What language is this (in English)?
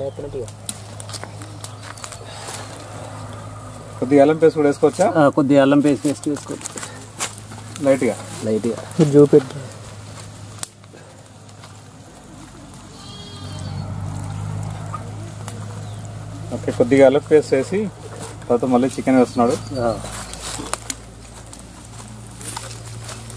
Telugu